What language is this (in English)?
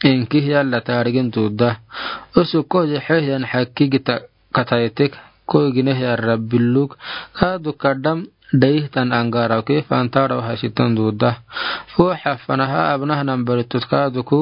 Afar